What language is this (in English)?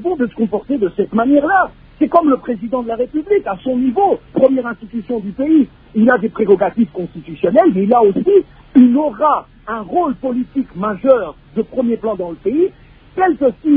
French